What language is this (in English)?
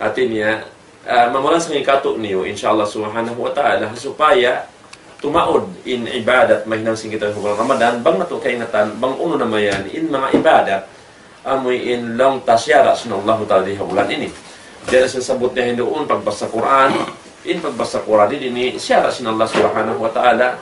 Tausug